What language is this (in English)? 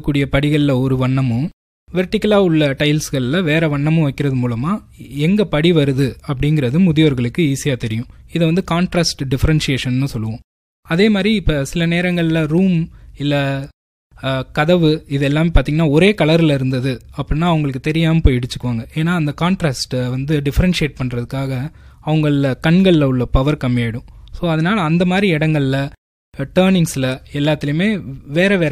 Tamil